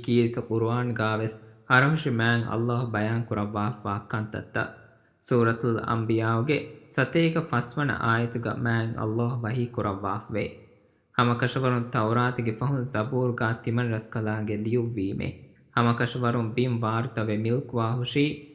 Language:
Divehi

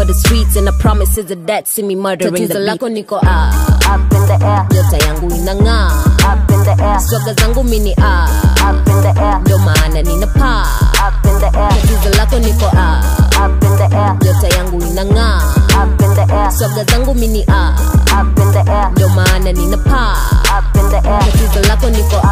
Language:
Swahili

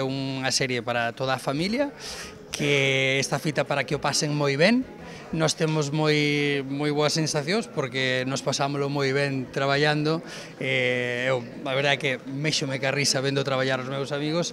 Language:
Galician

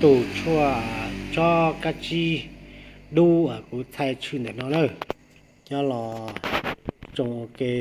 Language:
Hmong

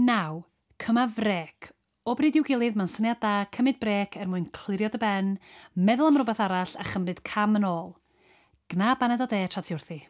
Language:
Welsh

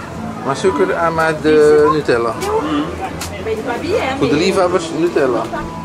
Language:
Dutch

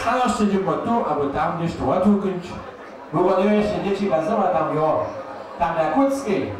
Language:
Upper Sorbian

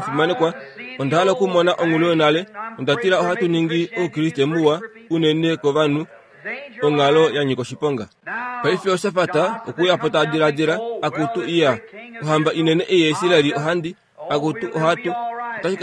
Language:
Kuanyama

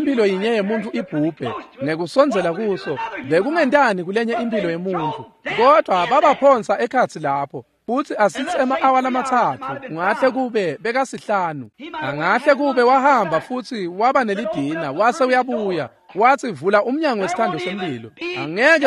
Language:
Swati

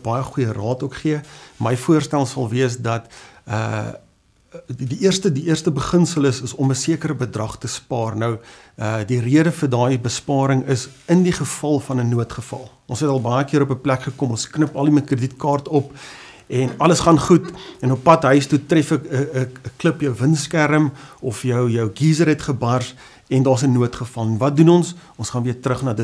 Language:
Afrikaans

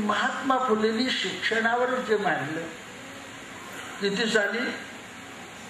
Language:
Marathi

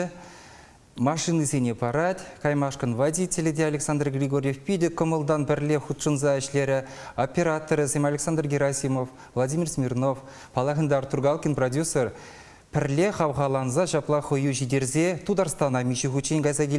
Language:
Chuvash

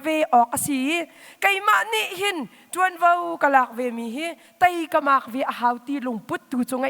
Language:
Hakha Chin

